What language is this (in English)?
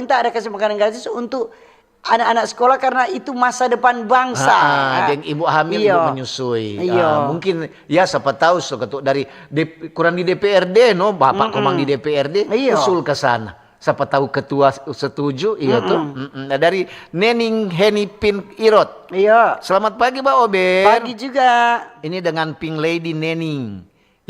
Manado Malay